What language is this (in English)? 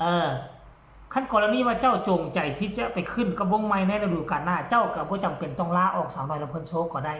Northeastern Thai